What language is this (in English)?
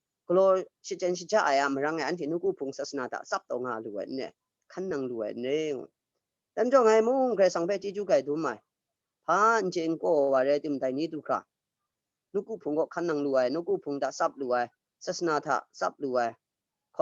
Kachin